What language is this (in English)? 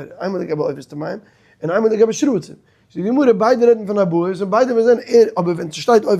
Yiddish